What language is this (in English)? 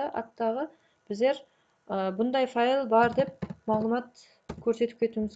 Kara-Kalpak